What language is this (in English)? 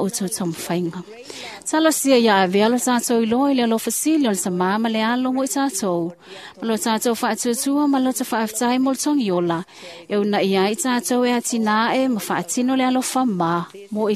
Samoan